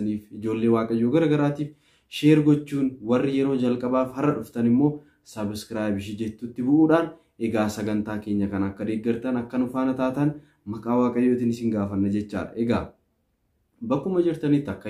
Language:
Oromo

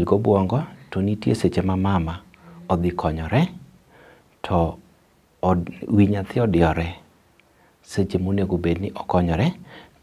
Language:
Luo (Kenya and Tanzania)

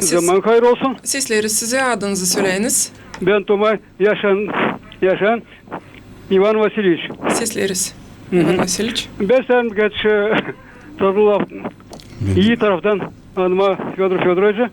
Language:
Gagauz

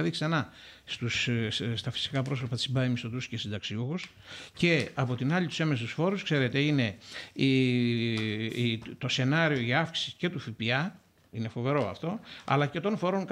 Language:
Greek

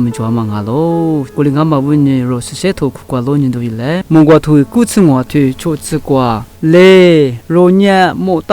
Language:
Lisu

